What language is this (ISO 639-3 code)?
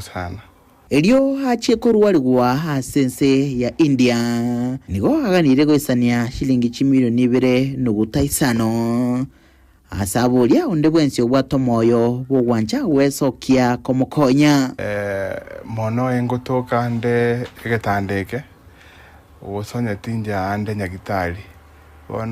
guz